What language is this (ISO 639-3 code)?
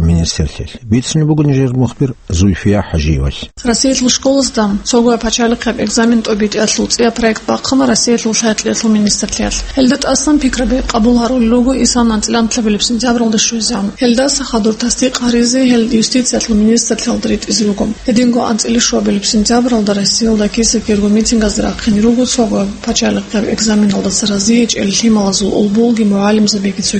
ava